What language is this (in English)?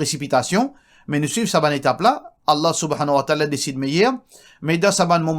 Morisyen